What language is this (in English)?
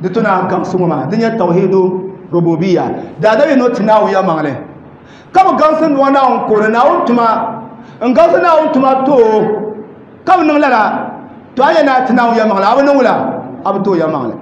Dagbani